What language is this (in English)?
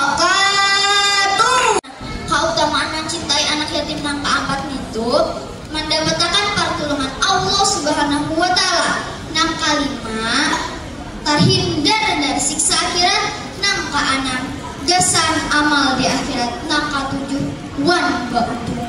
Banjar